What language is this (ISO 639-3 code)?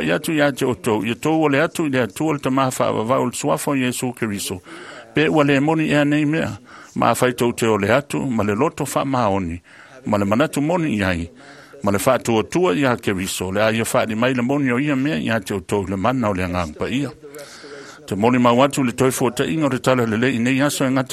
smo